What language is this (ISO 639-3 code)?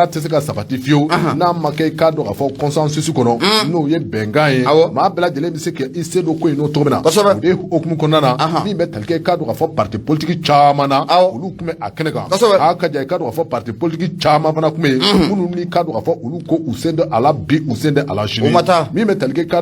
bam